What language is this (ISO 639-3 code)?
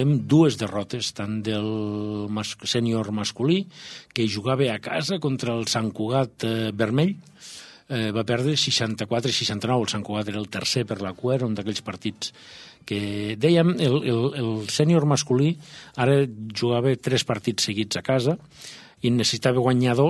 cat